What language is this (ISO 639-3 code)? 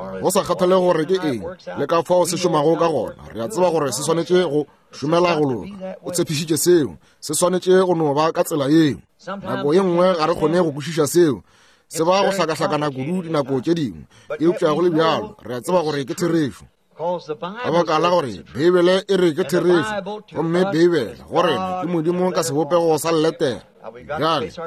nso